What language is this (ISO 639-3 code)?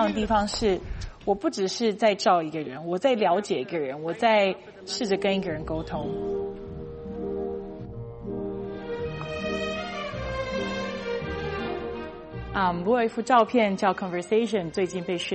zho